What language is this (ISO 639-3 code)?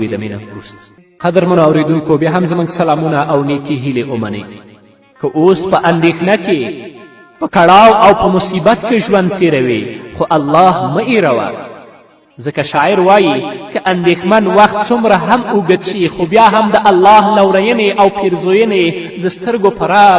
pus